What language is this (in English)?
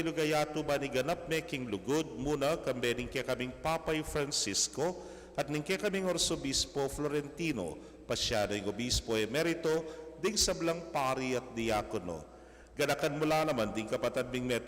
Pampanga